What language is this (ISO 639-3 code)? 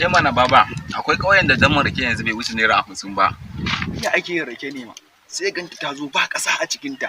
hau